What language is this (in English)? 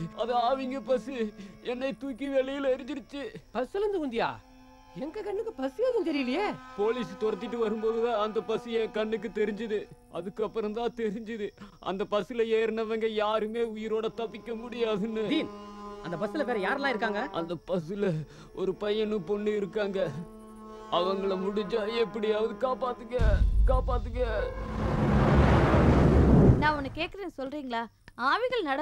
Tamil